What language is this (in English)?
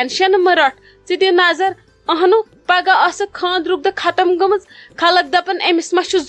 Kashmiri